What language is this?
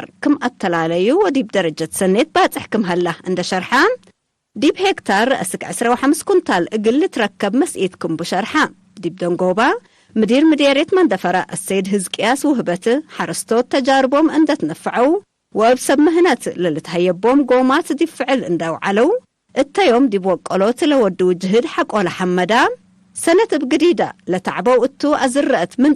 Tigre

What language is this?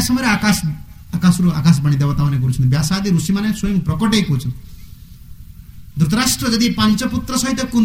Odia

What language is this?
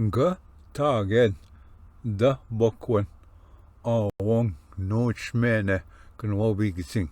Ojibwa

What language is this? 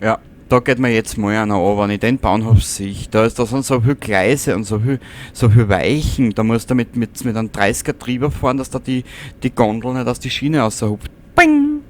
Bavarian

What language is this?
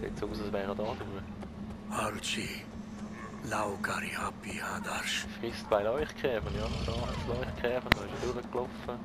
Swiss German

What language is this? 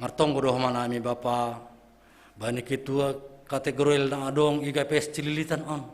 Batak Simalungun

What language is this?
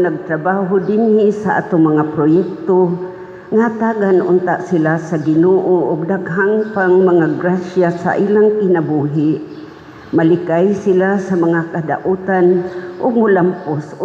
Cebuano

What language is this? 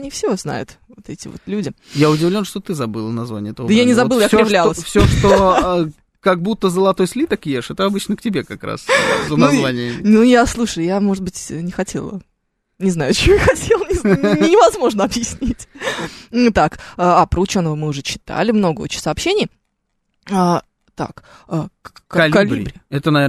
Russian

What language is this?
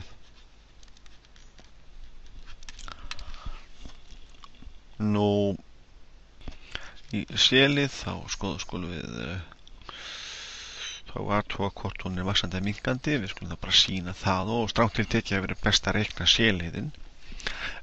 Icelandic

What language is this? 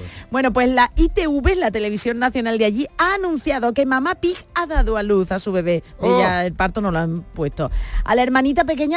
Spanish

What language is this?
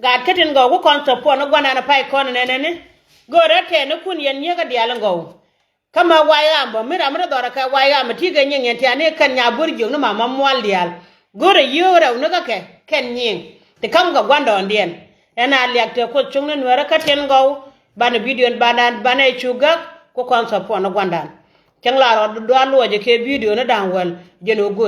Nuer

